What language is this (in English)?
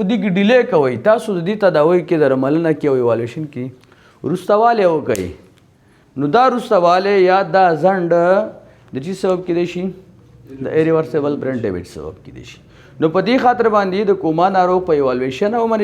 Pashto